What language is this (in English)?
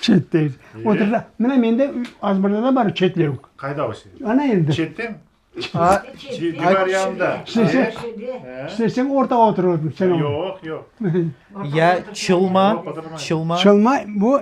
Crimean Tatar